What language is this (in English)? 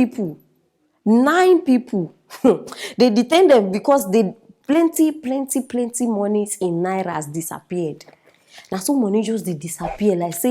Nigerian Pidgin